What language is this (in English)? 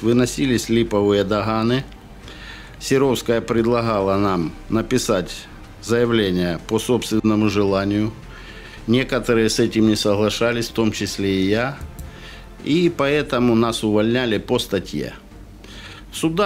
Russian